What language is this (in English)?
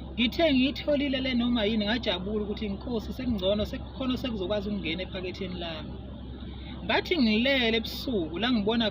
Zulu